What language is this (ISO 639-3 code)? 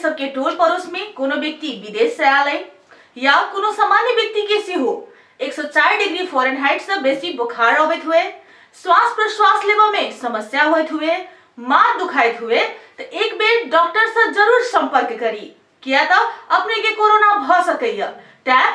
mai